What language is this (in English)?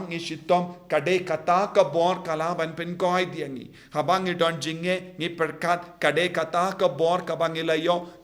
Khasi